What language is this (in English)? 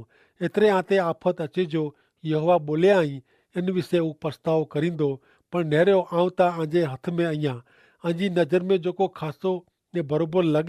Kachhi